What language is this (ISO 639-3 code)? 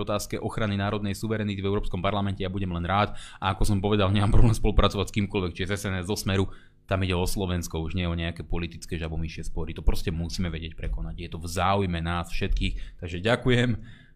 slk